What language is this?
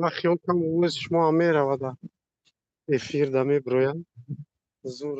Tajik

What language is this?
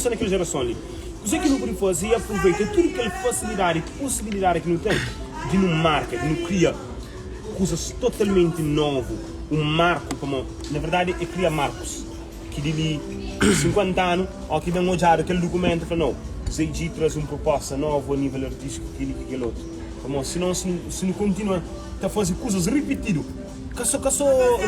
Kabuverdianu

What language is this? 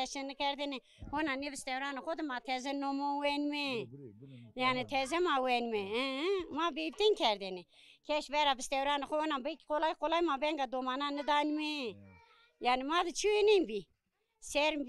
Zaza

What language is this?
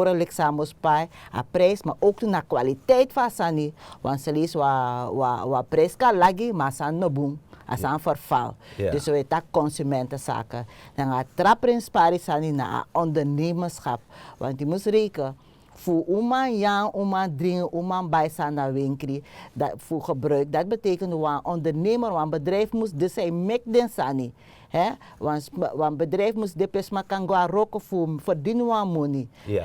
Sranan Tongo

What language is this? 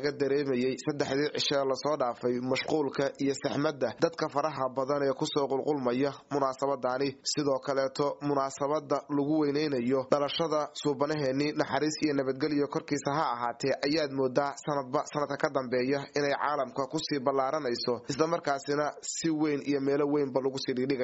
Somali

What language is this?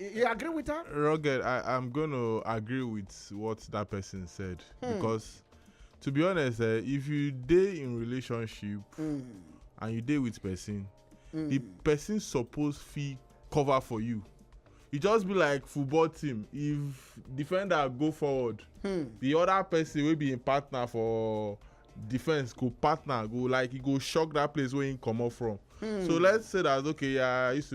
Nigerian Pidgin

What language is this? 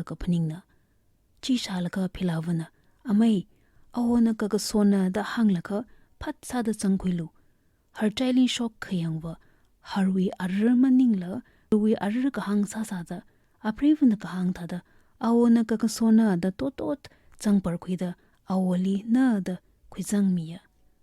Tangkhul Naga (India)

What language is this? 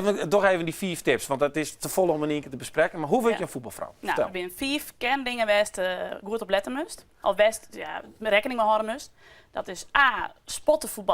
Western Frisian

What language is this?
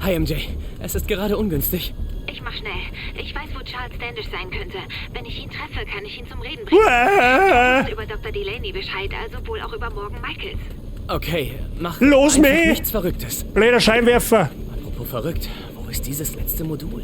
Bavarian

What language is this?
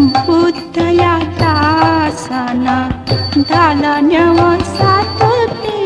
Newari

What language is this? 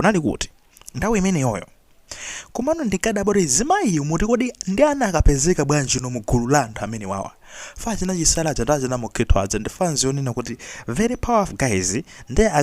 Nyanja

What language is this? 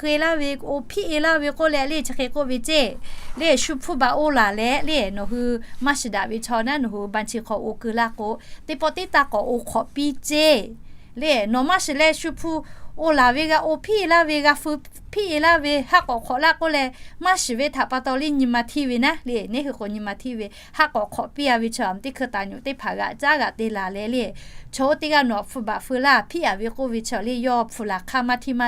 Lahu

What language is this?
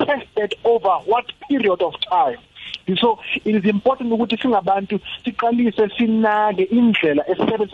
South Ndebele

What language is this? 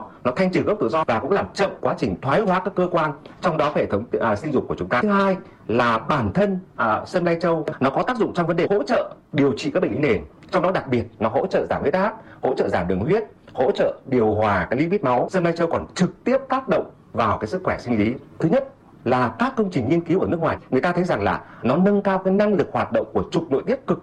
Vietnamese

